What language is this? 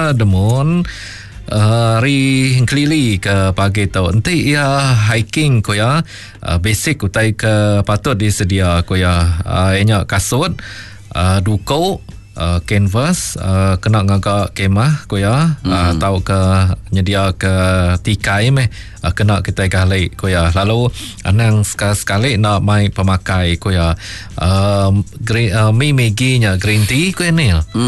Iban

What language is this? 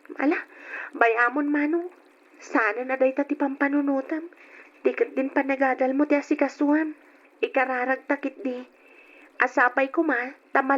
Iloko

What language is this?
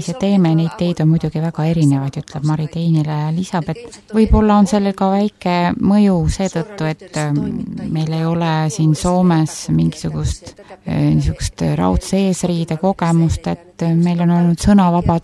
Estonian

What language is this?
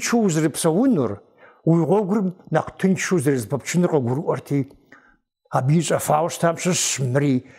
Kabardian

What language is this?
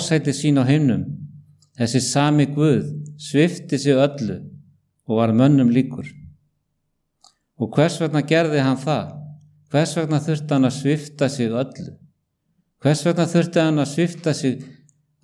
Icelandic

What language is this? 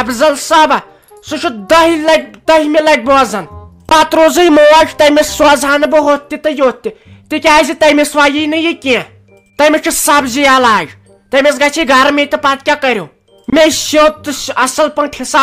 Kashmiri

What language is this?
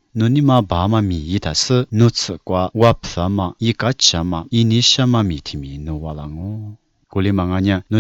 Lisu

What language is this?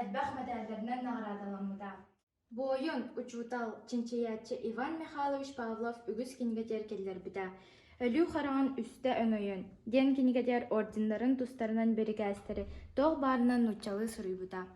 Yakut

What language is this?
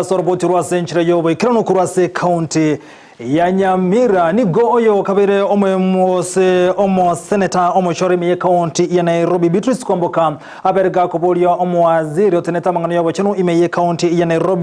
Gusii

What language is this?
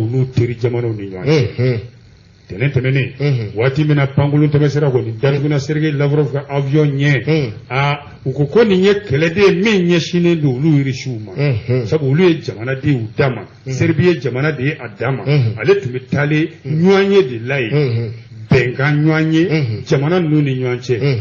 Bambara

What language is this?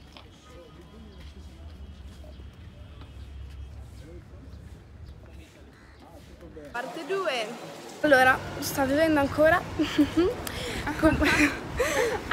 Italian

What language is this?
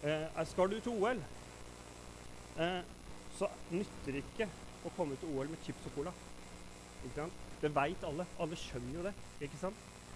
Norwegian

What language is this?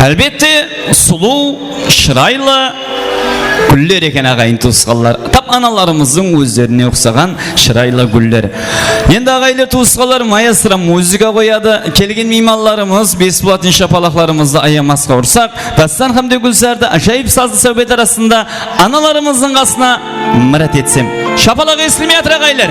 Kara-Kalpak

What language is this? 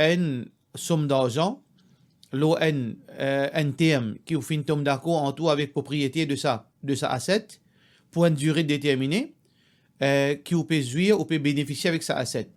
Morisyen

